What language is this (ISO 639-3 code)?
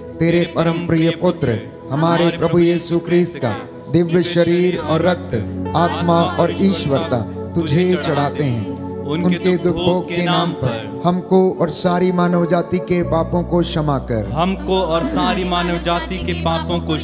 hin